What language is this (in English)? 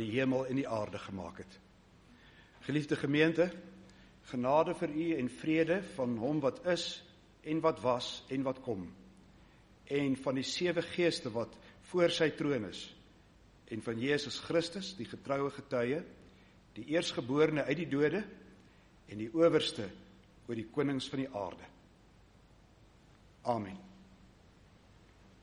Afrikaans